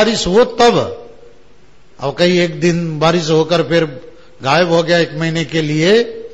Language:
Hindi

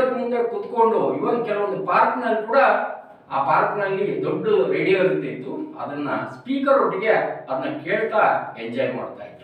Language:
Kannada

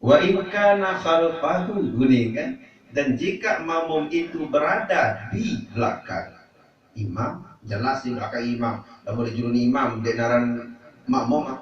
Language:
Sasak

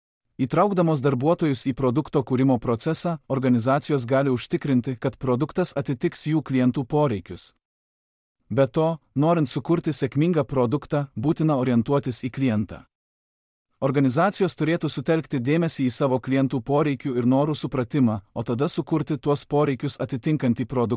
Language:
Lithuanian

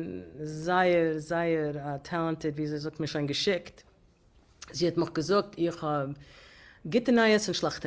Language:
Yiddish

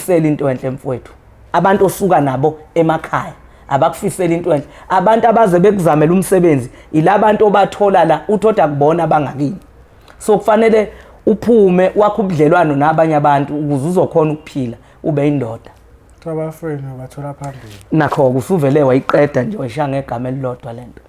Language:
Zulu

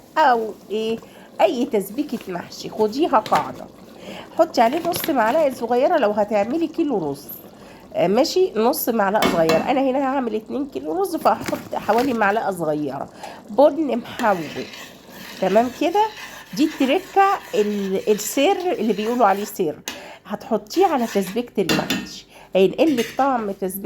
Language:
Egyptian Arabic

